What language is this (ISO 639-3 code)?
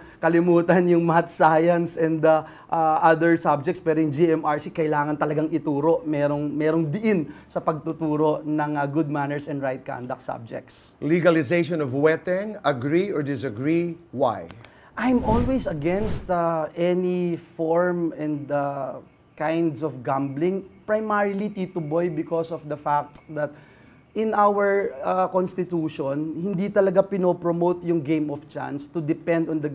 fil